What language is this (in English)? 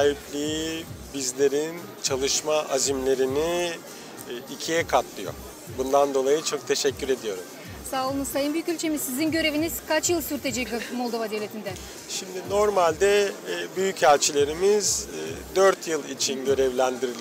Gagauz